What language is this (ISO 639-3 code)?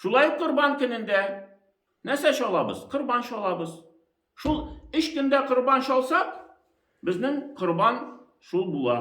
tat